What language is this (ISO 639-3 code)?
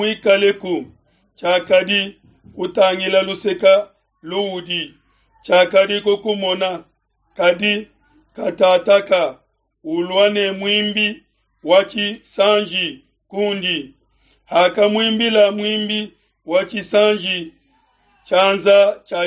lua